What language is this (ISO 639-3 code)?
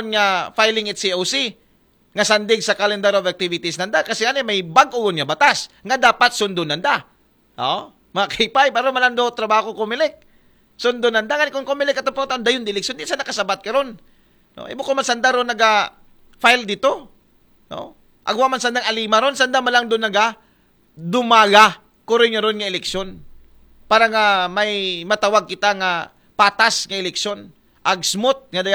akl